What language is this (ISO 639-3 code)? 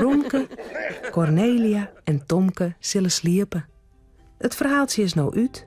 fry